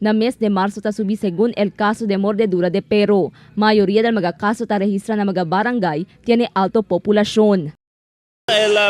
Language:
Chavacano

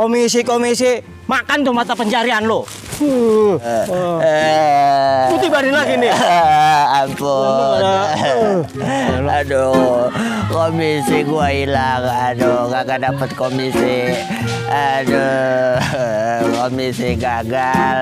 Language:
Betawi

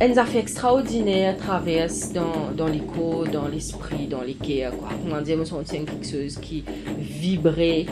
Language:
Morisyen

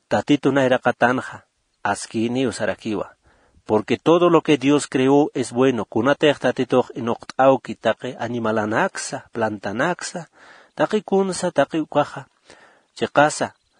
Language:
Aymara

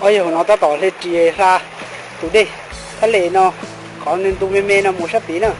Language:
Hmong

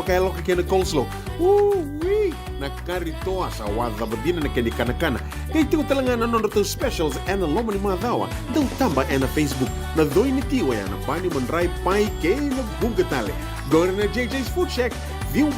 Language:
Fijian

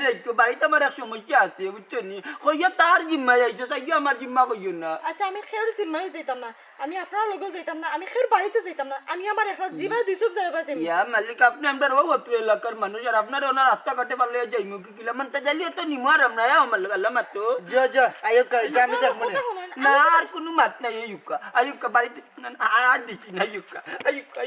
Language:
Sylheti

